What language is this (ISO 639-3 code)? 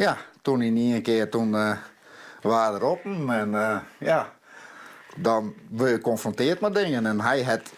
fry